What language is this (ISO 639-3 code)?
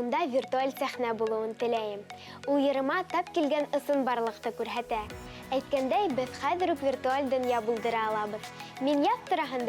bak